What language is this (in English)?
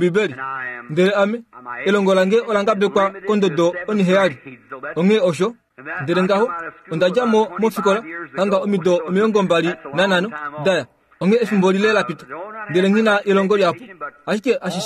Kuanyama